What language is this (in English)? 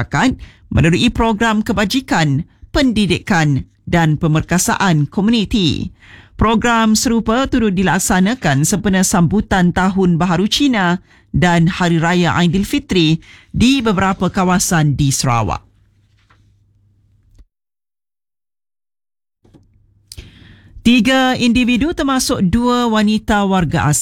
Malay